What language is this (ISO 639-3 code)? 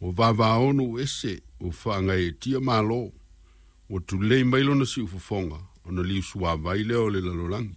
smo